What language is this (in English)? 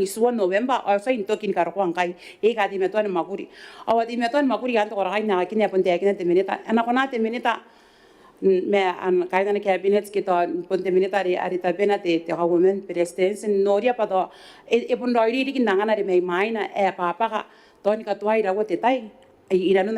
Gilbertese